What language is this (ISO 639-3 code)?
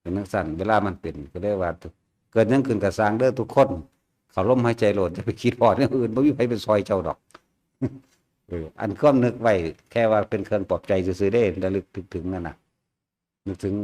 lao